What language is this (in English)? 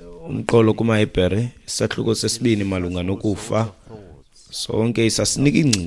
Xhosa